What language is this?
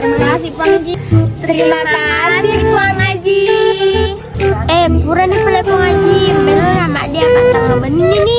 Buginese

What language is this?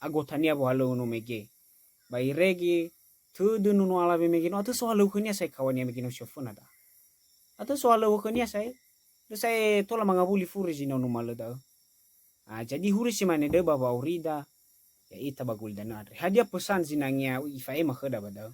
Nias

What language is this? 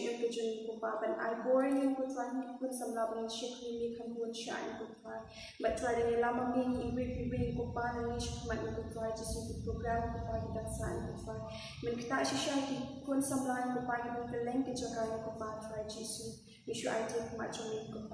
Khasi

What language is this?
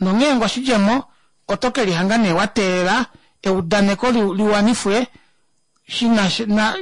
Kuanyama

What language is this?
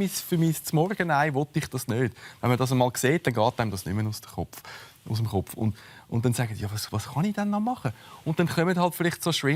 Swiss German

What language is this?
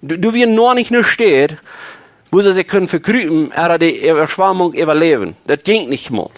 Plautdietsch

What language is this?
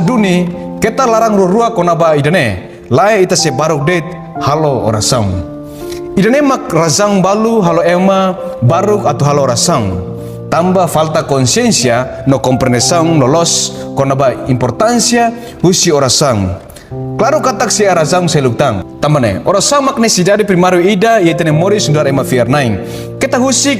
Tetum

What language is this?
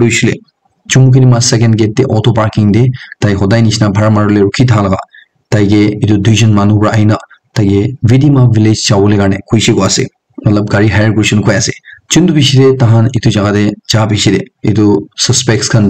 Naga Pidgin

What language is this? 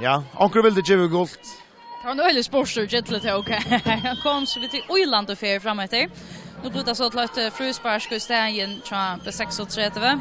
Faroese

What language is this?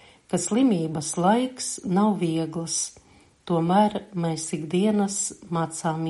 Latvian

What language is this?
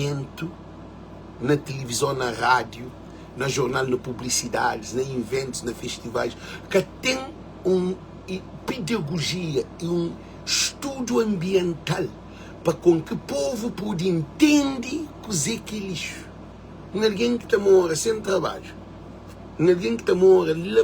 Kabuverdianu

